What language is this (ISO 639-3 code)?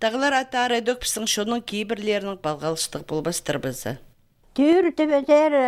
kjh